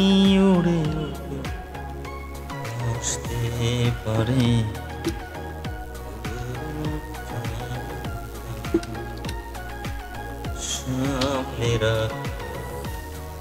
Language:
Bangla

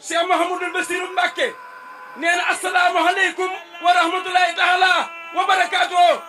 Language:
Wolof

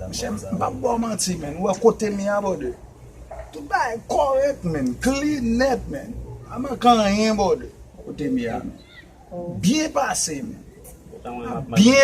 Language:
Haitian Creole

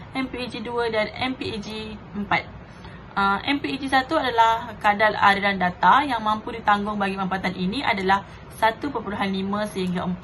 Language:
Malay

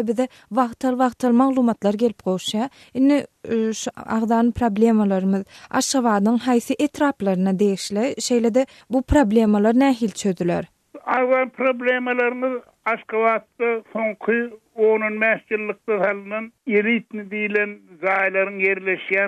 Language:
Turkmen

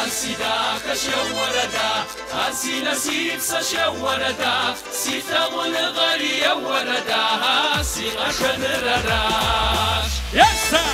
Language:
Kabardian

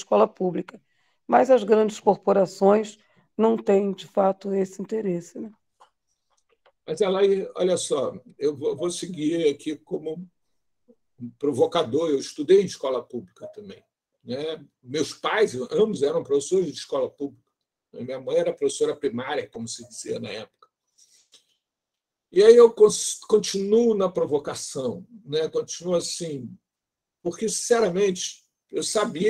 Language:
Portuguese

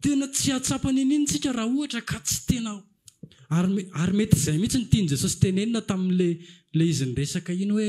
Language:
Malagasy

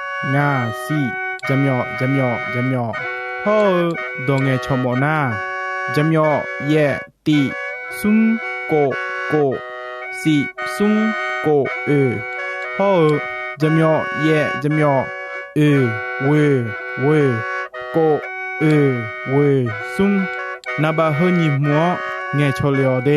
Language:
Akha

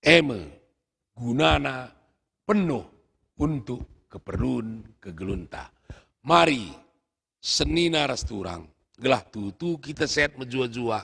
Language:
Batak Karo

